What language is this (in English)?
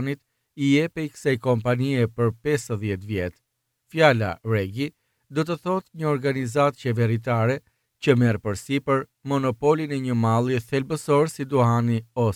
Albanian